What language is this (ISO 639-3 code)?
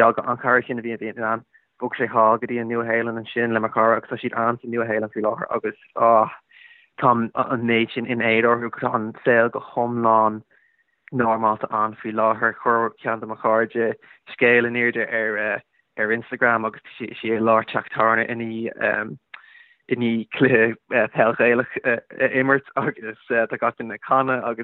gle